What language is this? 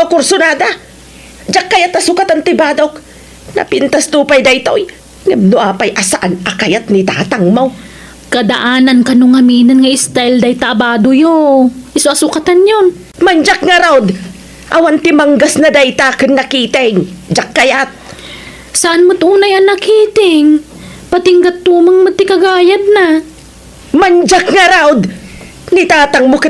Iloko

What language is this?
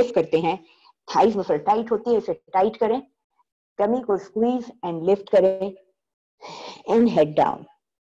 Hindi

